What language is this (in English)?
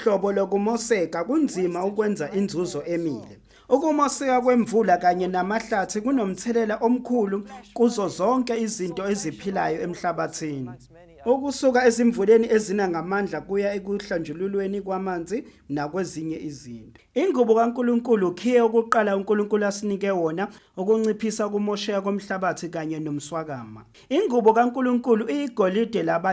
Zulu